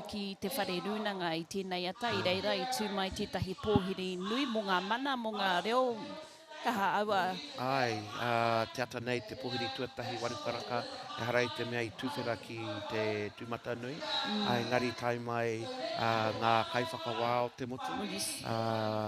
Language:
Māori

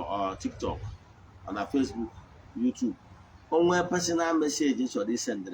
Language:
Igbo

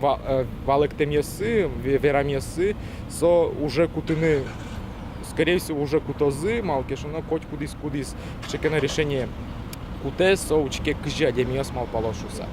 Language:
Udmurt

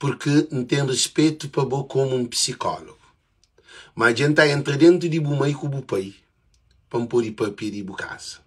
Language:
Kabuverdianu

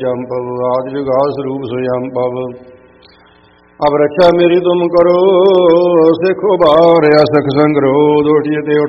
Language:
Punjabi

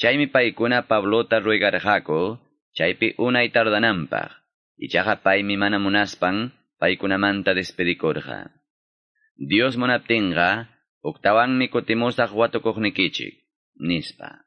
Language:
Quechua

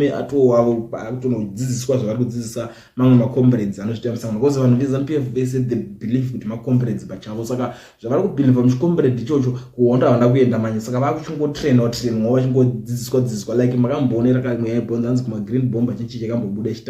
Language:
Shona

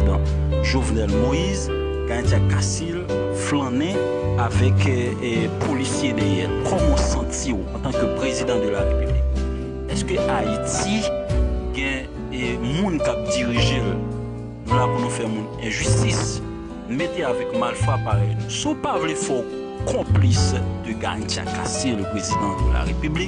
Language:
Haitian Creole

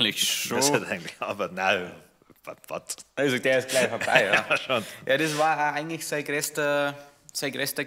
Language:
Bavarian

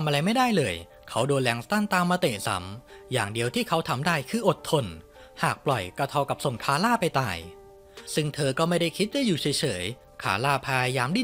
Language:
Thai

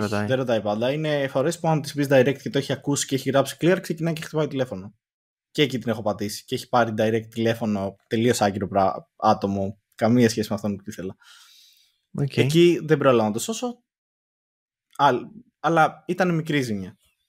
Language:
Greek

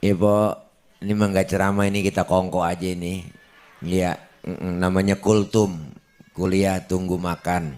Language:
Betawi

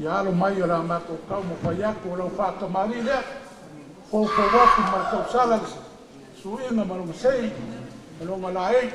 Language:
Samoan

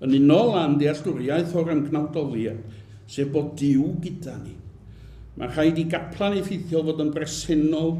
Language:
Welsh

